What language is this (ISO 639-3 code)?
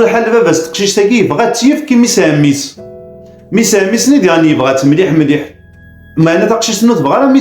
kab